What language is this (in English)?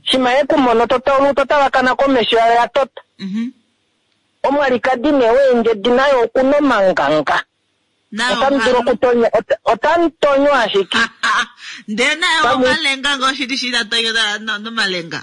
Kuanyama